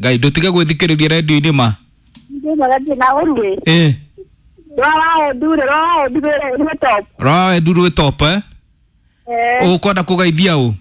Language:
Kikuyu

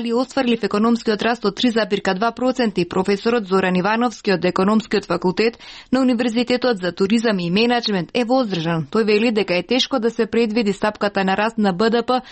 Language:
Macedonian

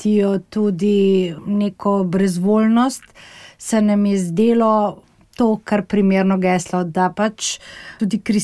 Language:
Slovenian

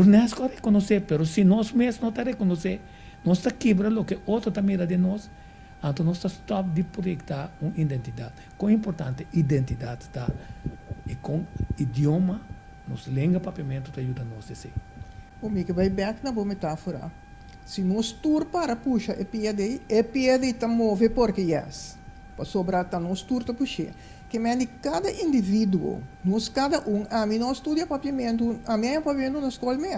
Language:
Papiamento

